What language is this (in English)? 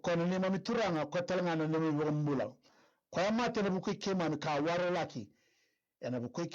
Fijian